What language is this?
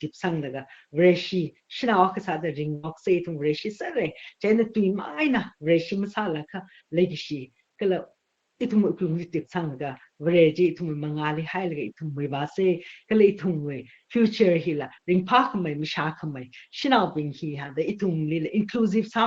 Tangkhul Naga (India)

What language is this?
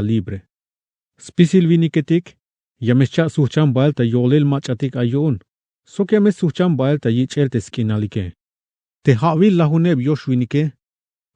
Tzeltal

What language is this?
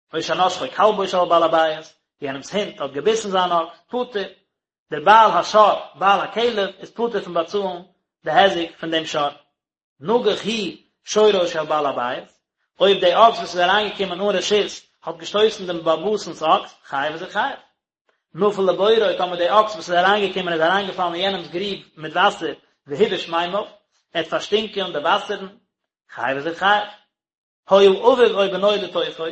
Yiddish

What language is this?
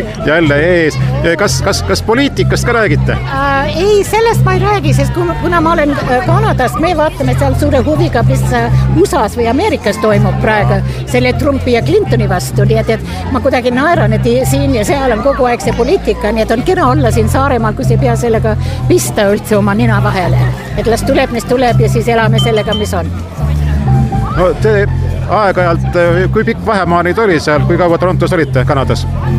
Estonian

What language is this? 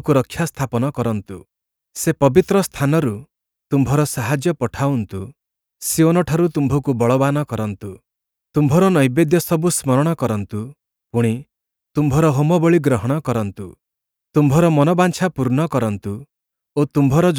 Odia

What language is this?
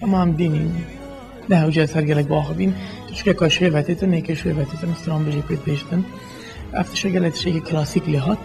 Kurdish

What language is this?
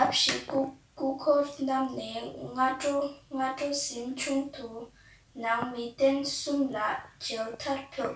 Tibetan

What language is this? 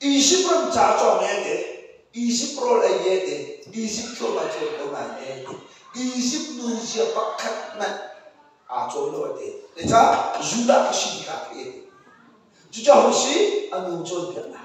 Hakha Chin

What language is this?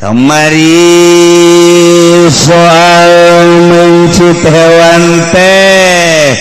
Sundanese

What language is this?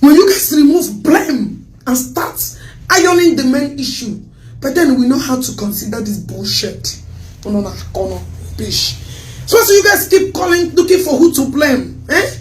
Igbo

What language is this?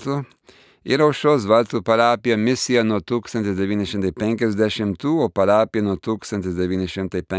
Lithuanian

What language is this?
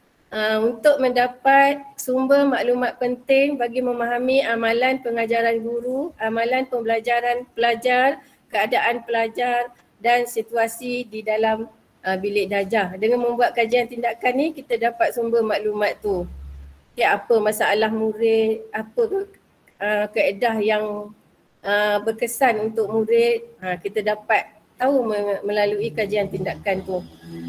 Malay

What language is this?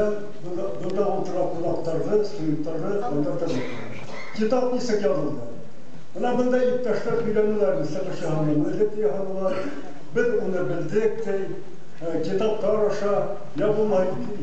Bashkir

